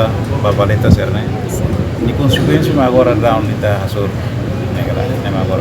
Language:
Tetum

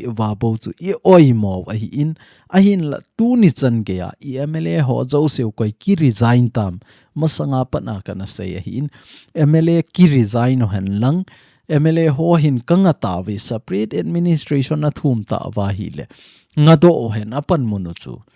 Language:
Thado Chin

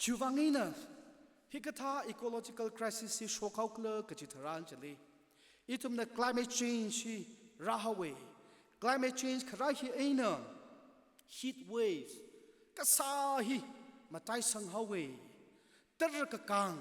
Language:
Tangkhul Naga (India)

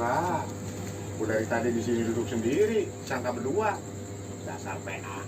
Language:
Betawi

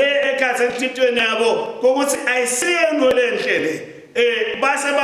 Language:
Swati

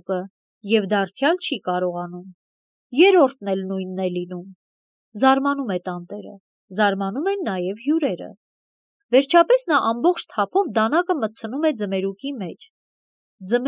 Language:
Armenian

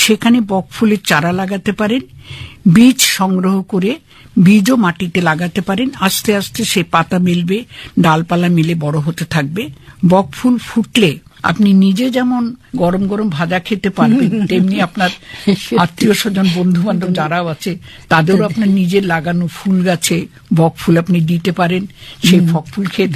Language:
Bangla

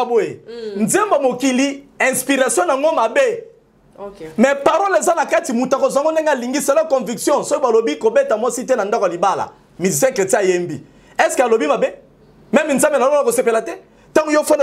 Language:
Lingala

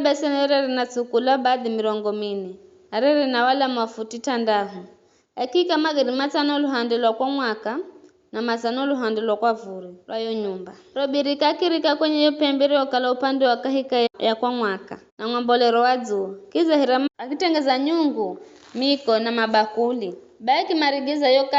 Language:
Giryama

